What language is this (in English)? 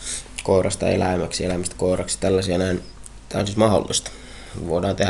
Finnish